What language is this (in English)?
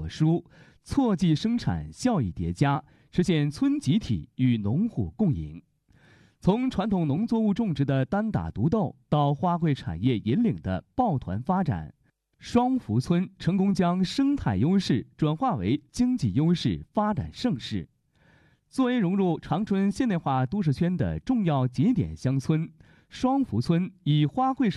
Chinese